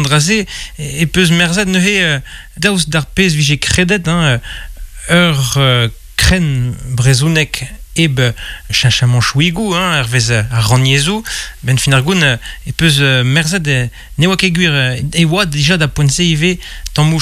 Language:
Breton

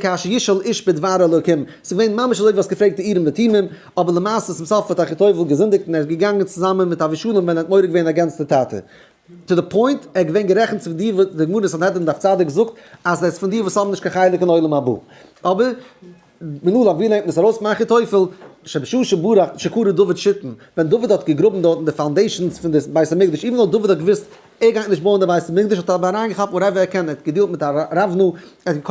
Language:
Yiddish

